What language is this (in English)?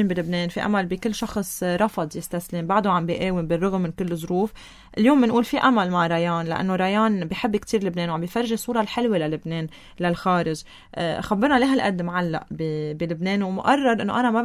North Levantine Arabic